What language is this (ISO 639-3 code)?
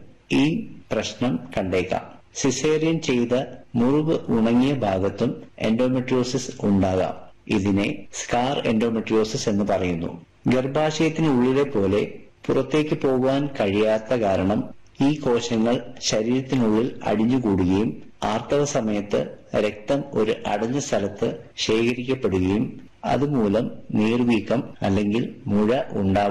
mal